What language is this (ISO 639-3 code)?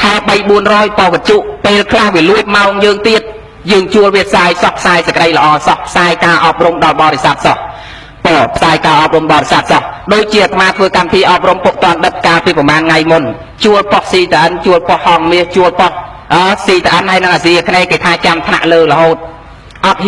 khm